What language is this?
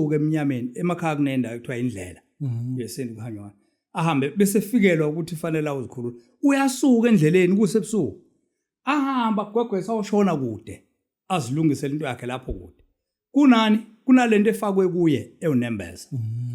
Zulu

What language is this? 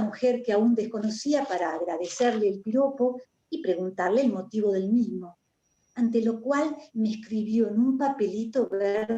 Ladino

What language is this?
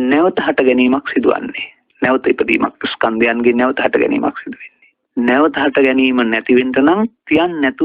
Sinhala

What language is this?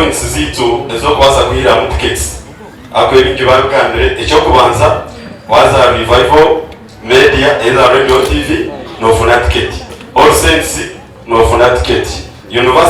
Nyankole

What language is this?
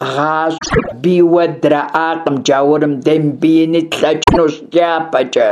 Kabardian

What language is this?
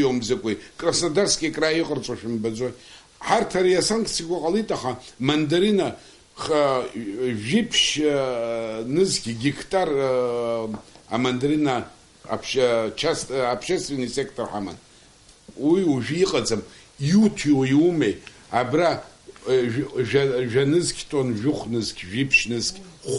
Abkhazian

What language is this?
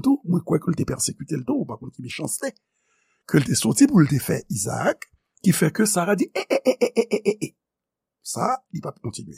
Haitian Creole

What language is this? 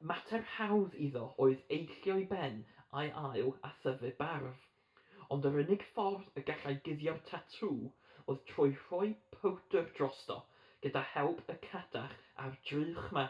Welsh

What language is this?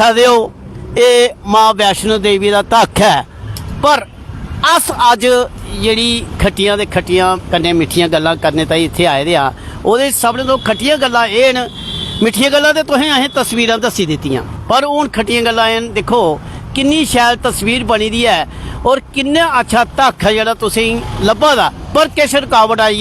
Dogri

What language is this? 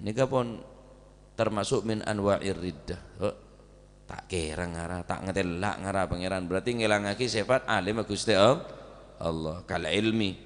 Madurese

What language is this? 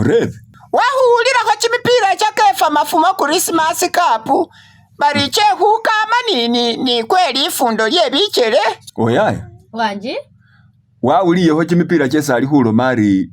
Masaaba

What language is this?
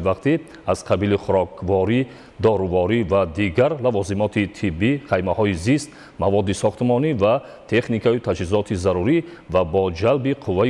Tajik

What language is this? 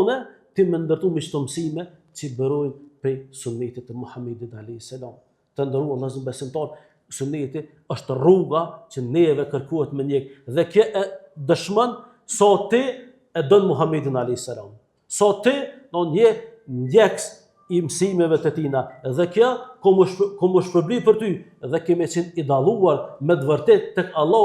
Albanian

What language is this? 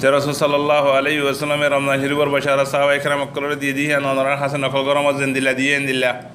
Rohingya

